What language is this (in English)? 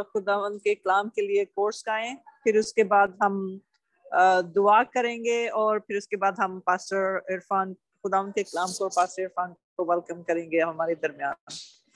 Urdu